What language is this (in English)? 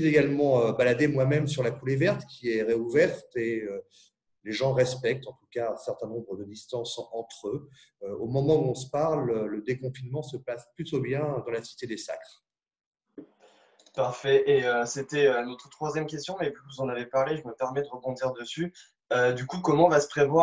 French